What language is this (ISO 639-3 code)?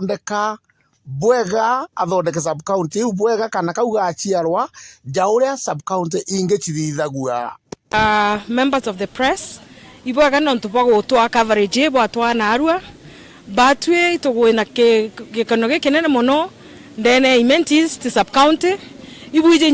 mer